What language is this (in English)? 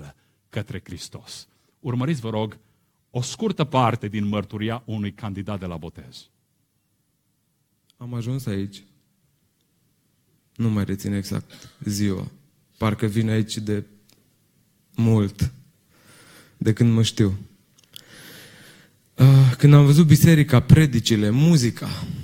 Romanian